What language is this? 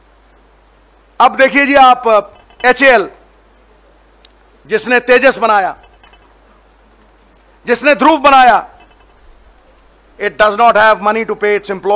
Hindi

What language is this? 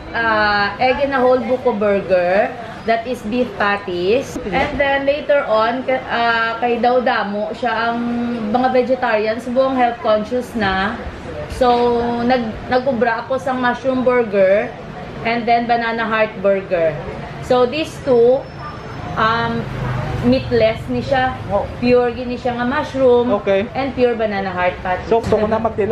Hiligaynon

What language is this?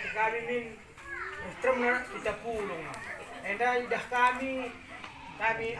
Batak Karo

